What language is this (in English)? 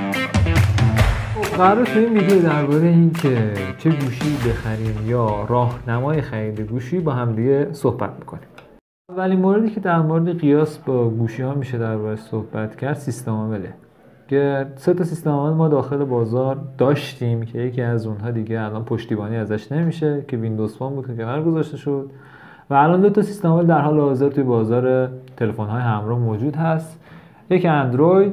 Persian